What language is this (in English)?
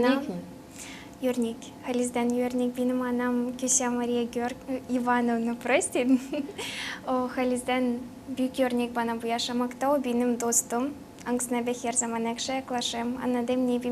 Gagauz